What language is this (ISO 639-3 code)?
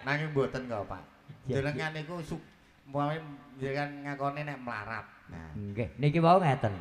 jav